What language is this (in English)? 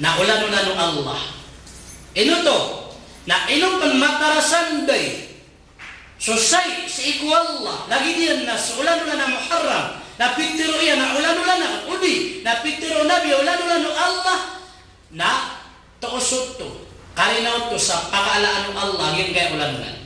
Maranao